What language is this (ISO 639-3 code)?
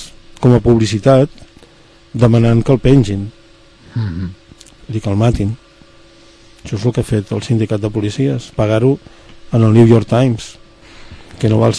cat